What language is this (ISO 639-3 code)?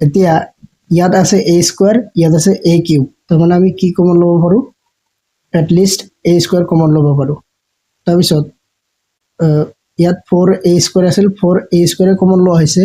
asm